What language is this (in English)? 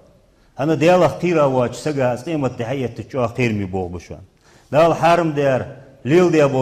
Ingush